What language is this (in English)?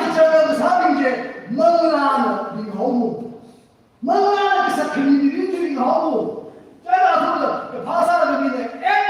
Tangkhul Naga (India)